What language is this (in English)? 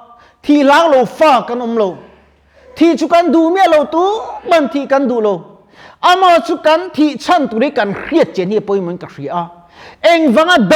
Mizo